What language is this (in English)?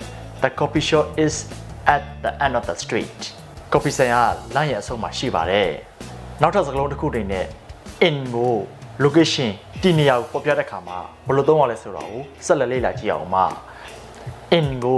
Burmese